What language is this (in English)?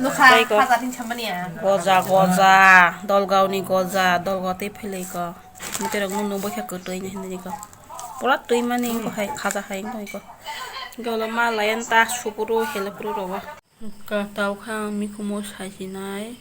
Kok Borok